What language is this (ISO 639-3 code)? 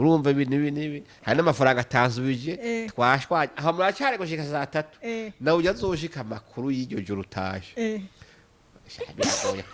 run